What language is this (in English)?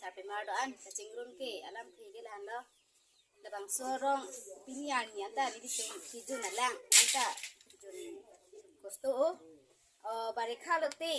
Karbi